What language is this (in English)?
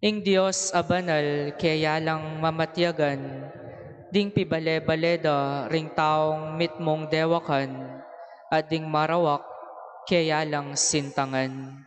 Pampanga